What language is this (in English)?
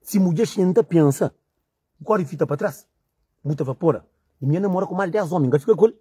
Kabuverdianu